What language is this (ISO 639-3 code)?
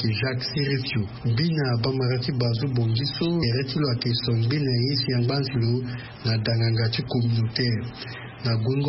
sag